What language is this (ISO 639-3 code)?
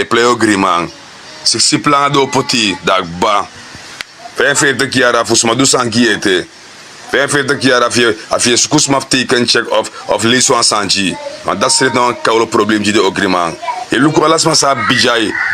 srn